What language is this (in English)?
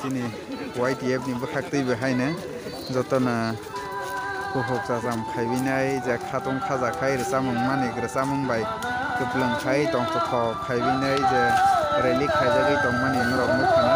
Kok Borok